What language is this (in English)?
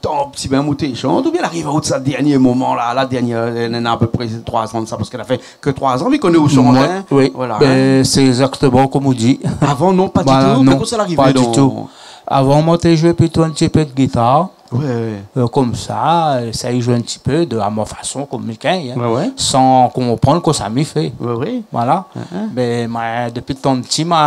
Réunion Creole French